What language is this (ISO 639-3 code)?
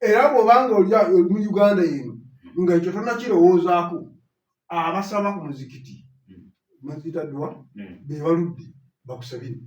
lug